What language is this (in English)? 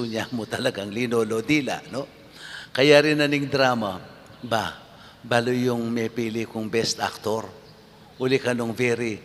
Pampanga